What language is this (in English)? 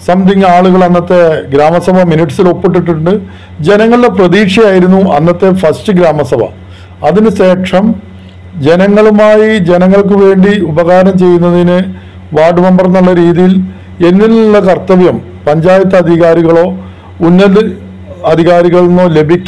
Malayalam